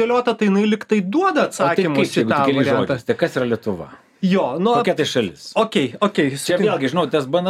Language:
Lithuanian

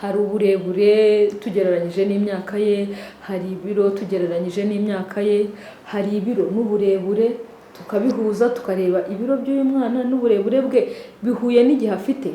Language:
Kinyarwanda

